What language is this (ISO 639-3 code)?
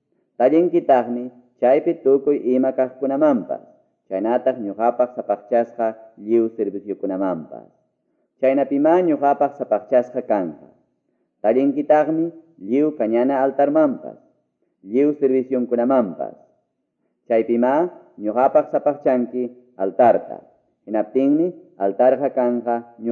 que